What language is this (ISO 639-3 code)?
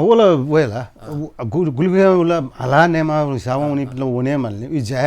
new